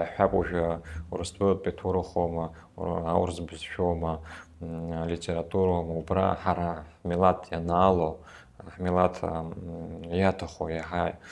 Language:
Abkhazian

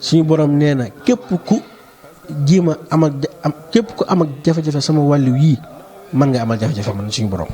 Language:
Wolof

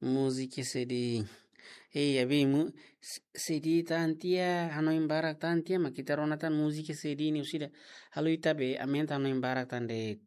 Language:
Tetum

